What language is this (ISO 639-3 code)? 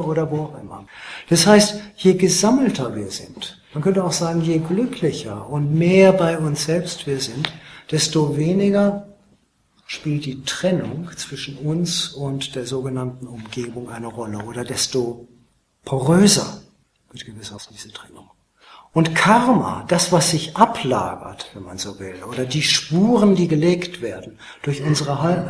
deu